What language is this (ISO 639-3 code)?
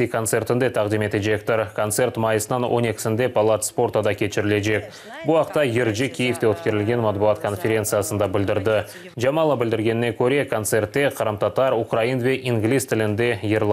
crh